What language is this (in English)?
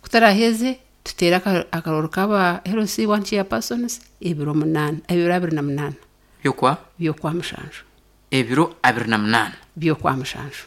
Nyankole